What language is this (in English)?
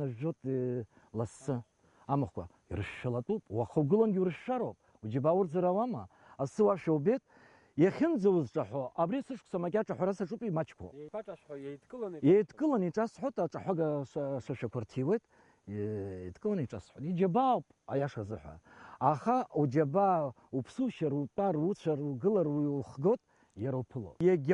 Abkhazian